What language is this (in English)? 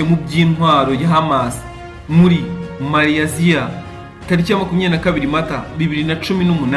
Kinyarwanda